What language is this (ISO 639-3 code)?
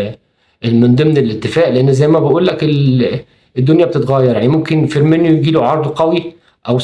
arz